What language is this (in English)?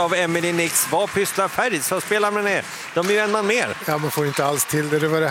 Swedish